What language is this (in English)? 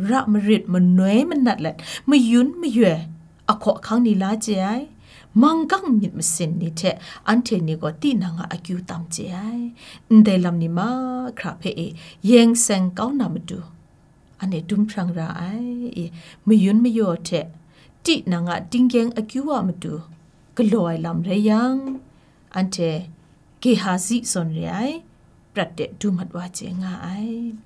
Kachin